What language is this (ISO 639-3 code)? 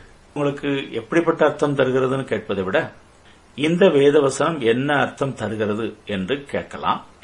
tam